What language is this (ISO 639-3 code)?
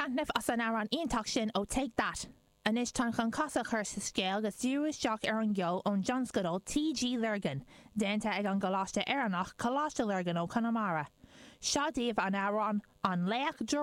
gle